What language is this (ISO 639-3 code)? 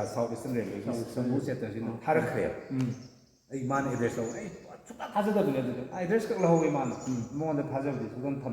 mni